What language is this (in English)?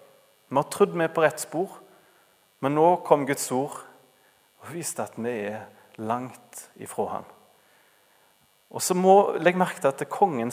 Norwegian